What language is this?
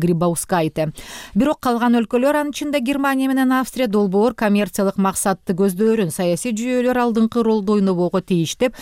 Kyrgyz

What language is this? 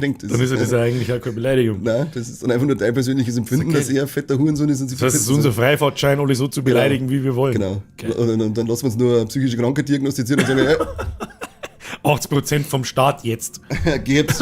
Bavarian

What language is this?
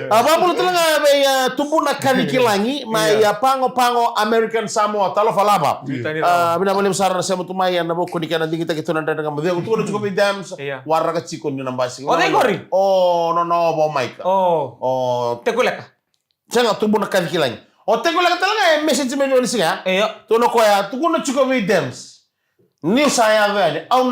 Fijian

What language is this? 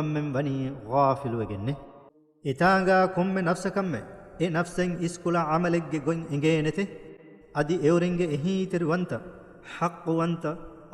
Divehi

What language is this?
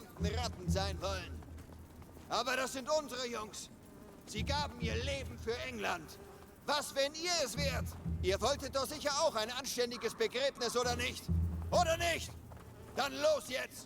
Bavarian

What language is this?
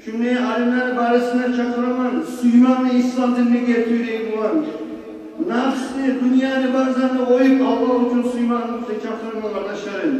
Kumyk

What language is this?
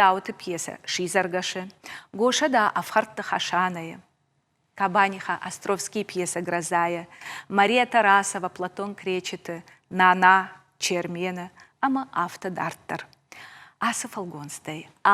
Ossetic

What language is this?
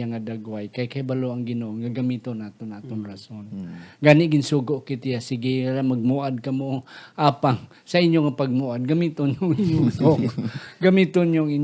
Hiligaynon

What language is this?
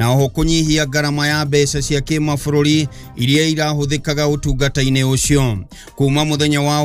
Kikuyu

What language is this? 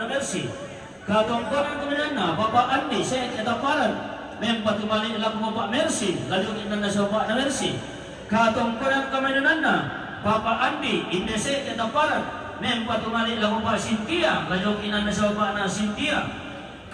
Toraja-Sa'dan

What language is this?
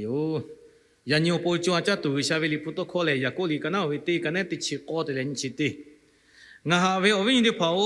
Lahu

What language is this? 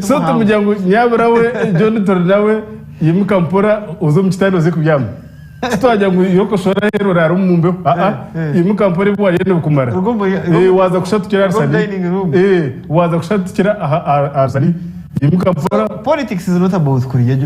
Nyankole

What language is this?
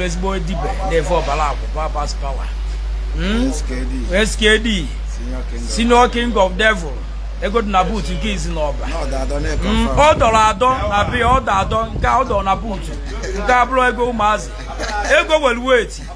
Igbo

